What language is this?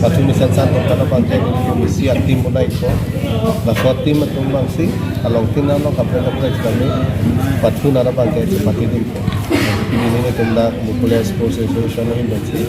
Karbi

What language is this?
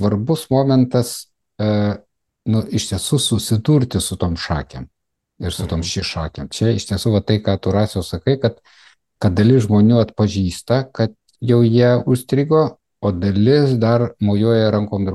Lithuanian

